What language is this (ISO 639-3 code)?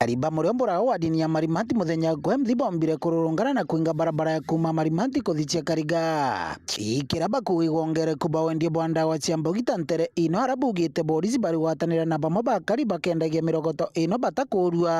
mer